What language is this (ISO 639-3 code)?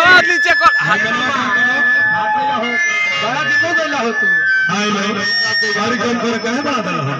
bho